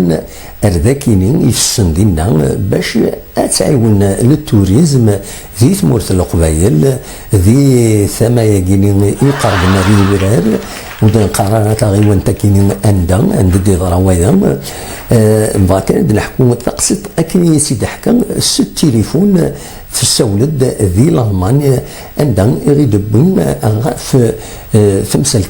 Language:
Kabyle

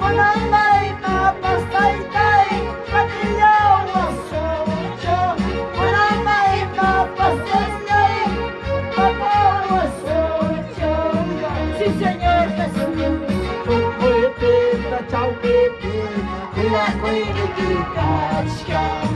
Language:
Ayacucho Quechua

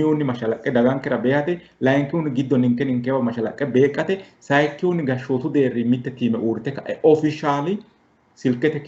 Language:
Sidamo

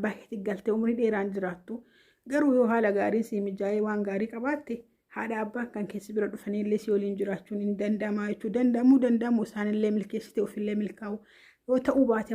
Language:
Oromo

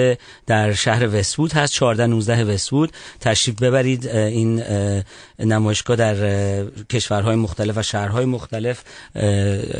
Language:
Persian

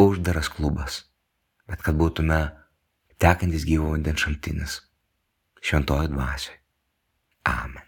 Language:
Lithuanian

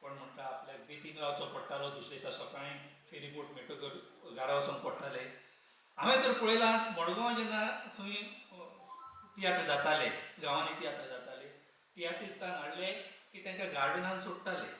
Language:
Konkani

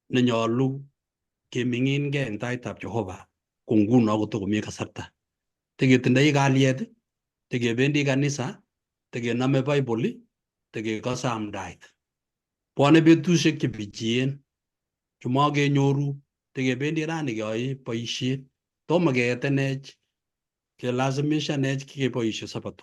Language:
Kalenjin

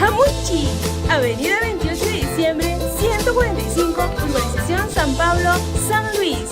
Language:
Ayacucho Quechua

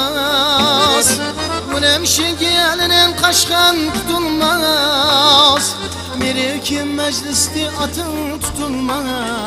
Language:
Kara-Kalpak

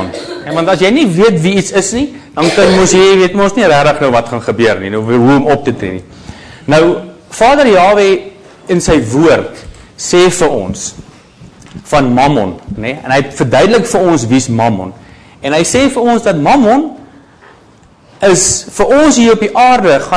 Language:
Afrikaans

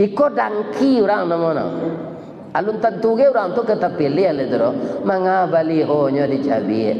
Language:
Minangkabau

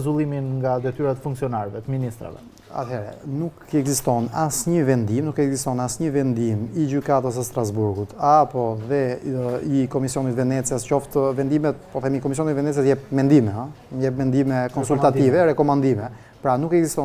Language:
Albanian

